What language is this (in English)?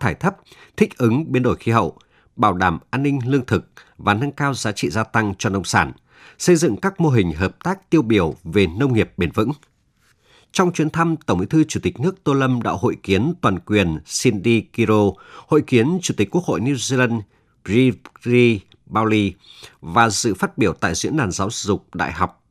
Vietnamese